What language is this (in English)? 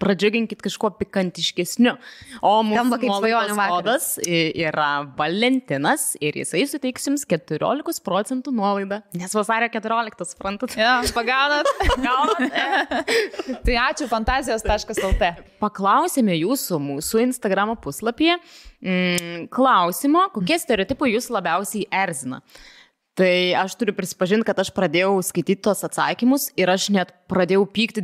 Lithuanian